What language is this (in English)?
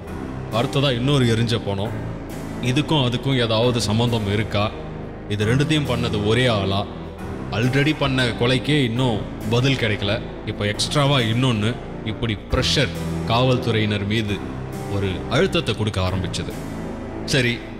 Tamil